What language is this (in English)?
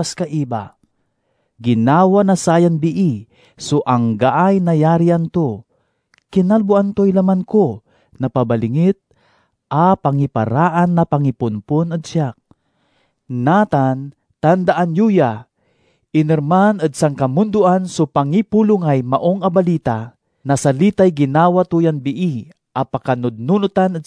Pangasinan